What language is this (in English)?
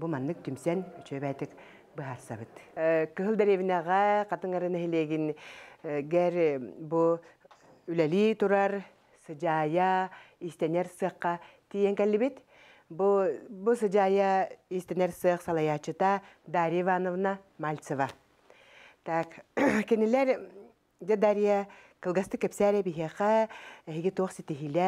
Yakut